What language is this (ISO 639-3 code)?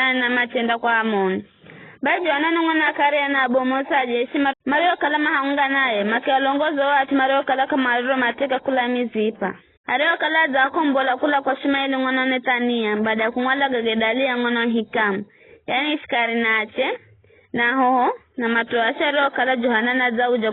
nyf